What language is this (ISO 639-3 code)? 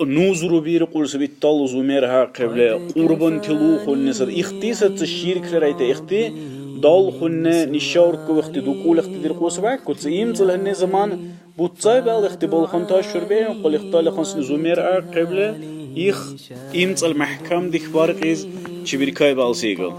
dar